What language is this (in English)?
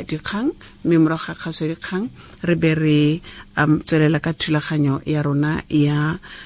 Tswana